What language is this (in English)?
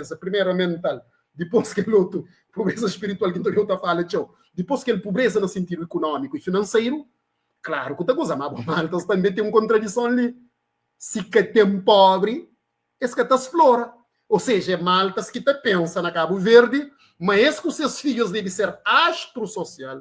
Kabuverdianu